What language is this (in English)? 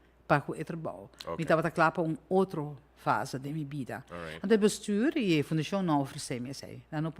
Papiamento